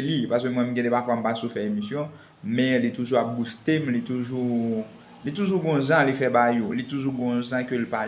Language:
Haitian Creole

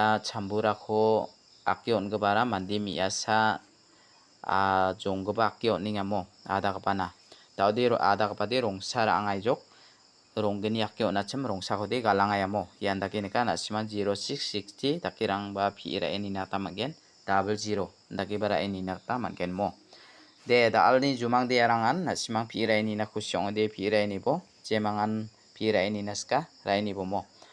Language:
Garo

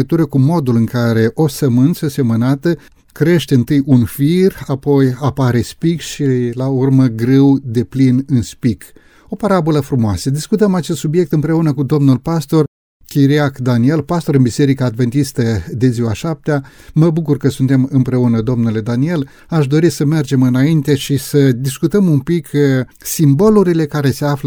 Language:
Romanian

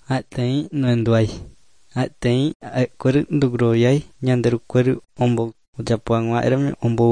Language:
Guarani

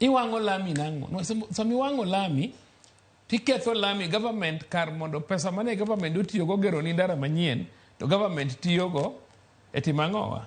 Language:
Luo (Kenya and Tanzania)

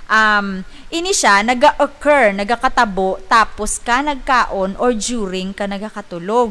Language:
Hiligaynon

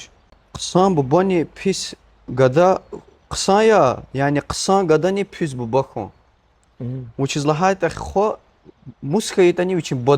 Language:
Lezghian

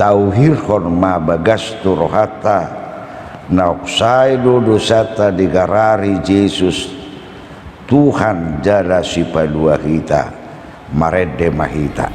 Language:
Batak Toba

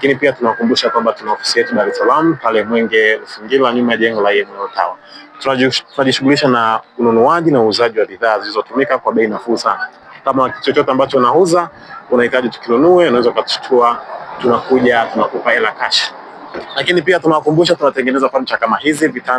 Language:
Swahili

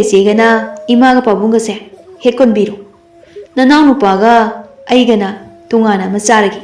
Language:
Manipuri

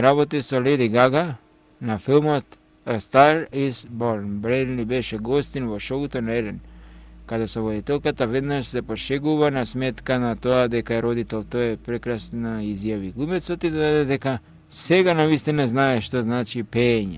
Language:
Macedonian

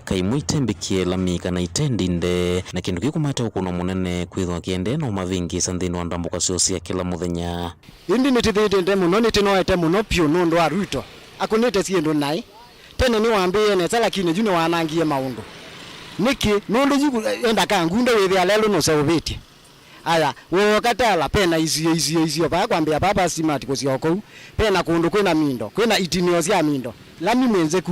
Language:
Kamba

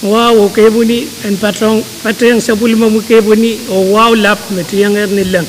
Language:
Pohnpeian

